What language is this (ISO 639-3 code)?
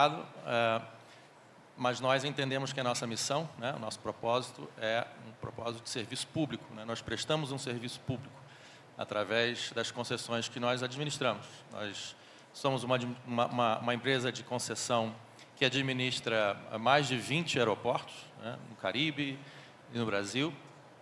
por